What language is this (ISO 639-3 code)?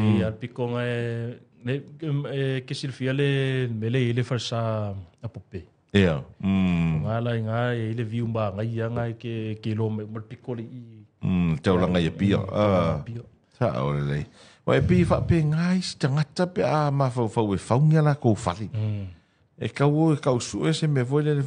smo